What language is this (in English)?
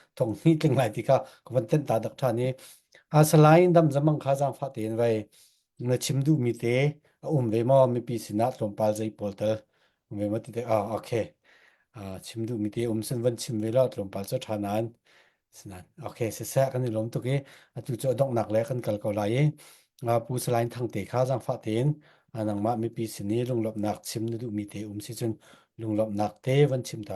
Falam Chin